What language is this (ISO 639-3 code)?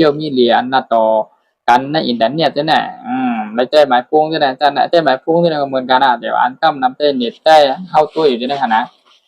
shn